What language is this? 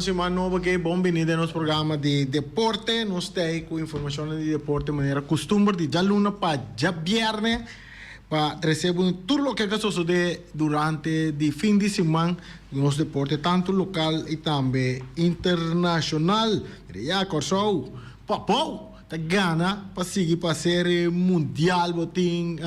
Papiamento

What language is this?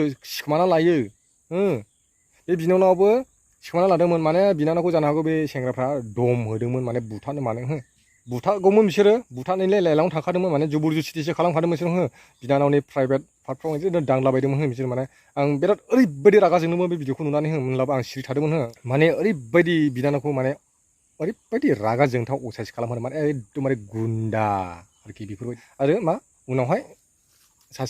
Bodo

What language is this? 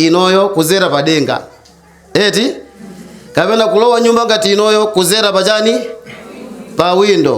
Nyanja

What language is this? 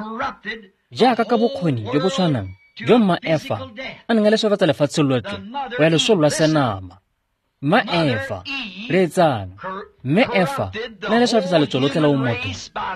Tswana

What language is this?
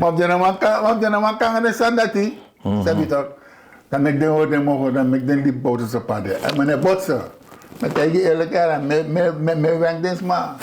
Sranan Tongo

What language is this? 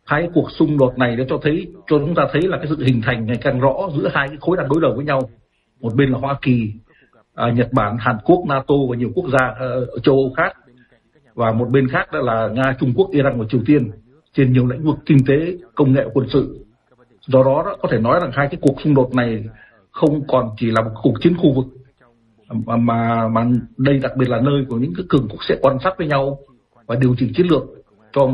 Vietnamese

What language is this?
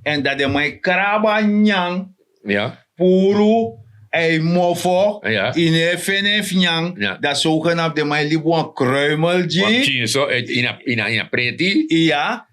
Sranan Tongo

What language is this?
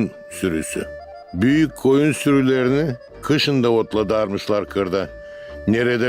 Gagauz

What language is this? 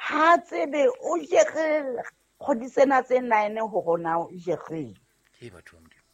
Southern Sotho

